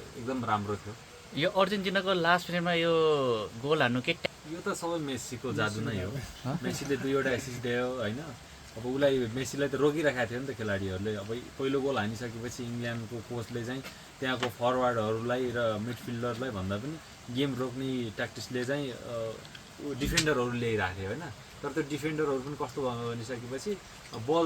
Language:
Nepali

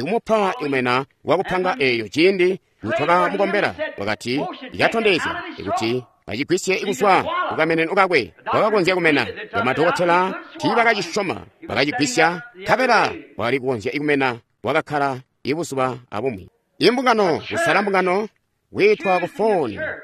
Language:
Tonga (Zambia)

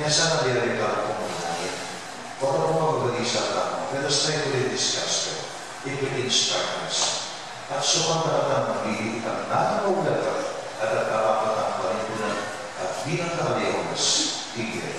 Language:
Pampanga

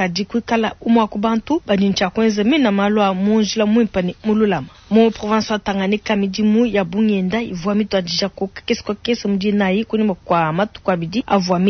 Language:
Luba-Lulua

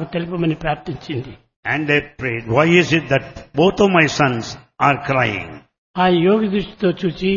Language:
Telugu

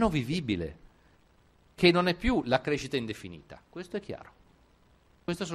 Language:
Italian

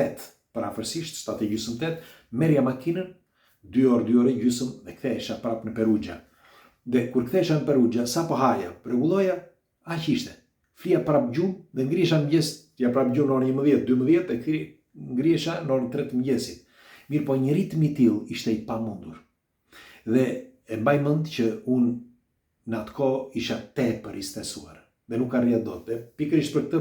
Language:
Albanian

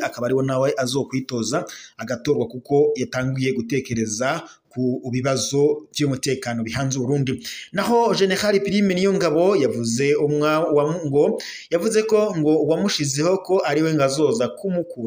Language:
Rundi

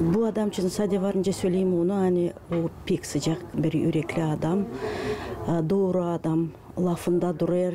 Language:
Gagauz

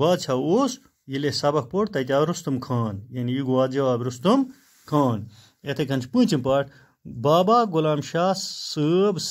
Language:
Kashmiri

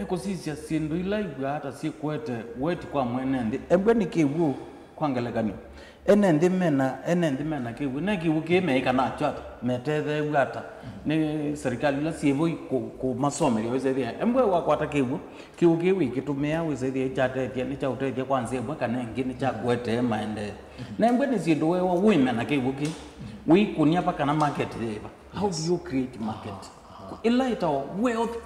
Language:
Kamba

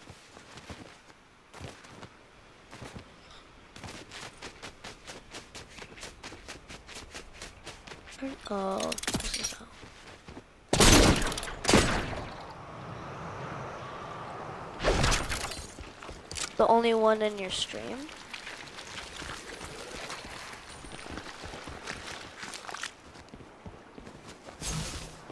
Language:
English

